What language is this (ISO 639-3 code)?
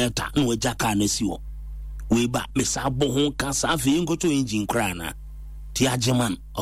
aka